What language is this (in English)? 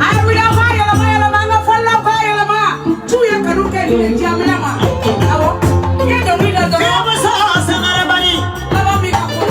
Bambara